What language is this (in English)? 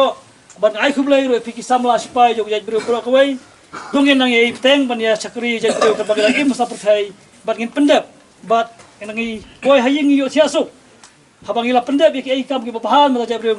Khasi